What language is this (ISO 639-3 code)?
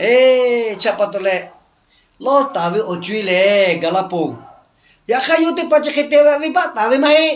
lhu